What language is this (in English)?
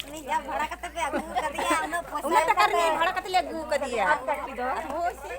Santali